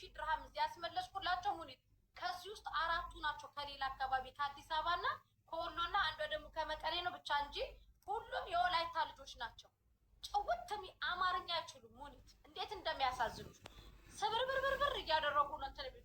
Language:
Amharic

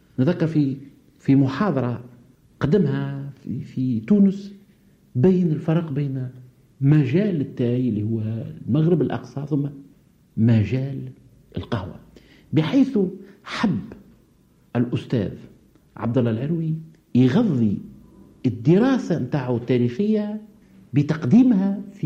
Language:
Tunisian Arabic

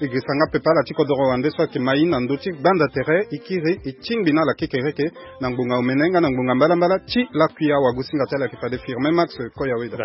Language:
Sango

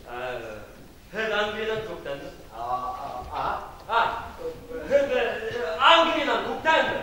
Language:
Bashkir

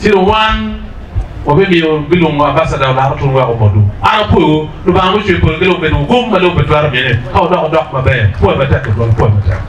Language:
Acoli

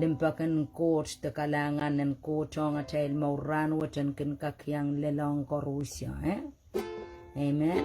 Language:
Pohnpeian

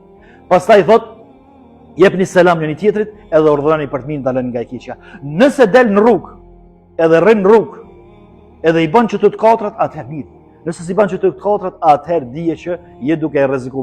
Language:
Albanian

